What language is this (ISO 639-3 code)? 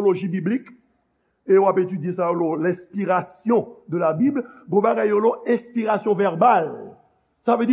hat